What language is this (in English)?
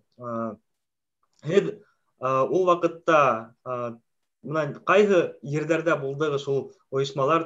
Bashkir